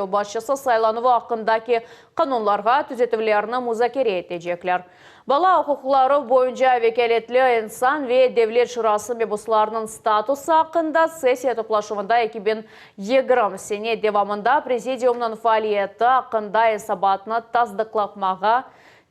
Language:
Crimean Tatar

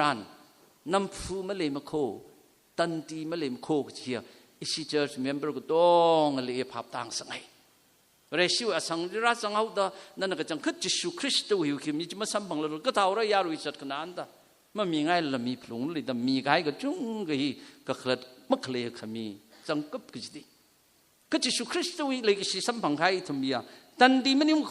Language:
Tangkhul Naga (India)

